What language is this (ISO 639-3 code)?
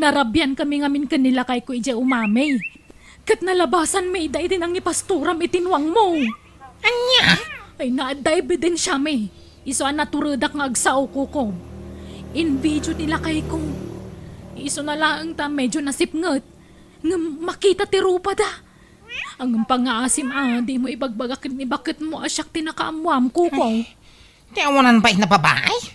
ilo